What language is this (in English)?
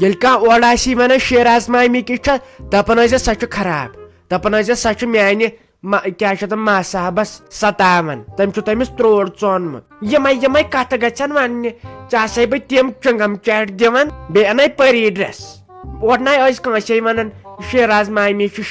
Kashmiri